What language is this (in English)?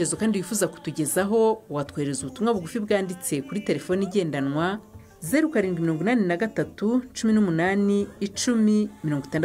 Kinyarwanda